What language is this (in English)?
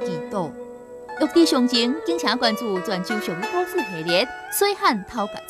Min Nan Chinese